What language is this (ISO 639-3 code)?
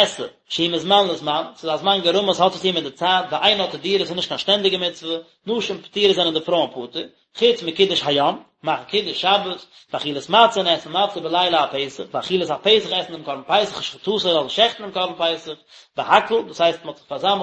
yid